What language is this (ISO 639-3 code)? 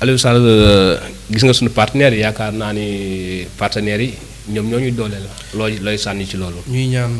wol